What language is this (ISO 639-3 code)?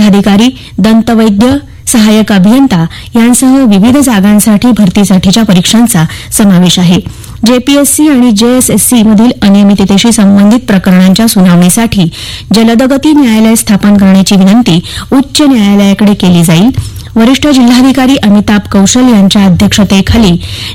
mar